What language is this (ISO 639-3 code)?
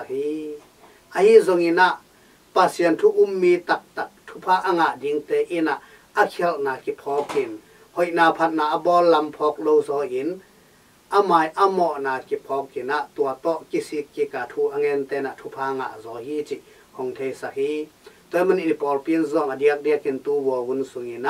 ctd